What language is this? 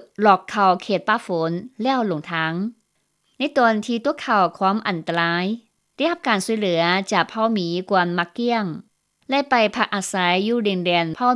Lao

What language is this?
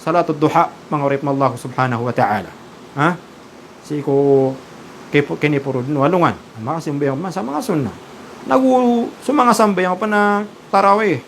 Maranao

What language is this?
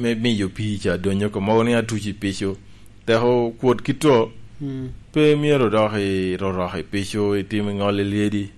Lango (Uganda)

